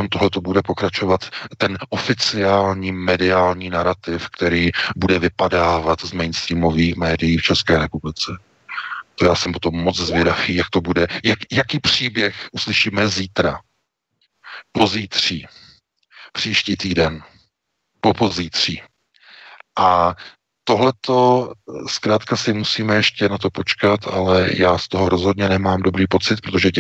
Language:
Czech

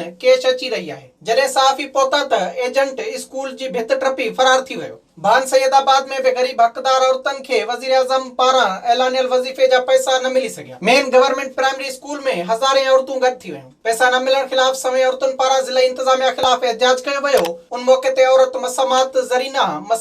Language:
Sindhi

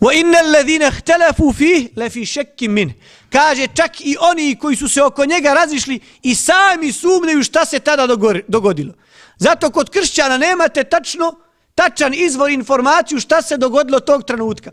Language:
Bosnian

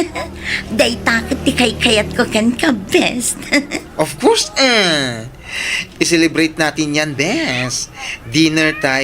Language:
Iloko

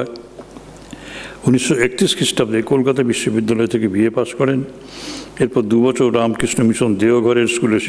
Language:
Bangla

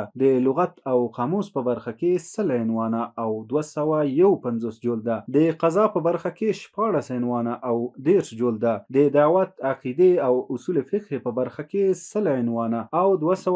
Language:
Pashto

